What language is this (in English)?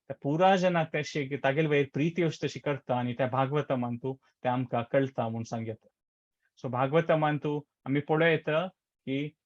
Konkani